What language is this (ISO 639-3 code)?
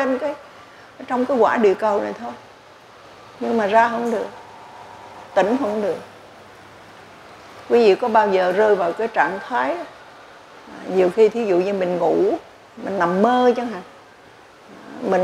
vie